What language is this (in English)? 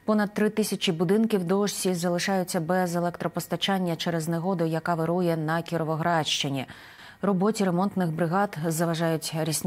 Ukrainian